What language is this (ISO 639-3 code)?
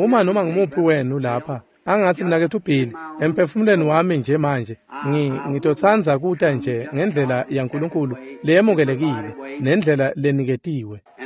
ssw